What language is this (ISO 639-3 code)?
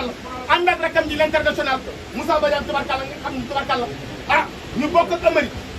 wol